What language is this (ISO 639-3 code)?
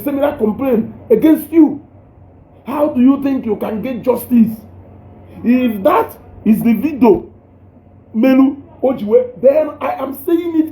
ibo